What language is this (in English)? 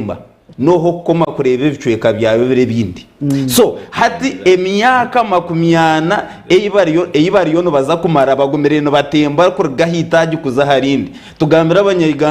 Nyankole